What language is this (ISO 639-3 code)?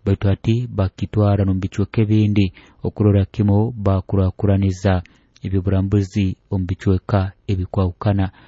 nyo